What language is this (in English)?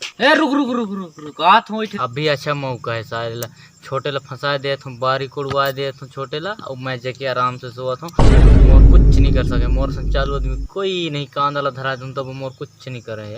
Chhattisgarhi